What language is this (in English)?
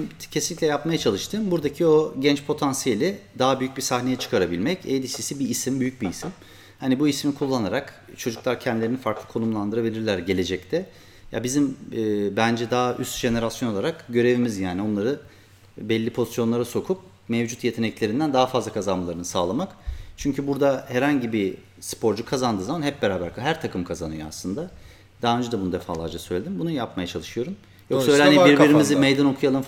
Turkish